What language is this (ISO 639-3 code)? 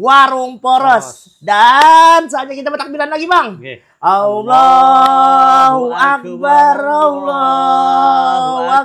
bjn